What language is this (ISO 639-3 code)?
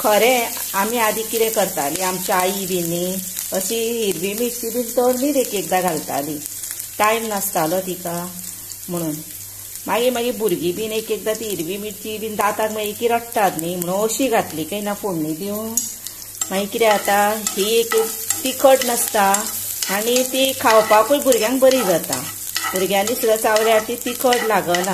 kok